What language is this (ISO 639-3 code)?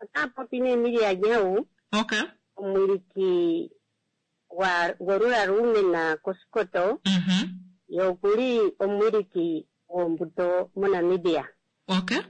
kua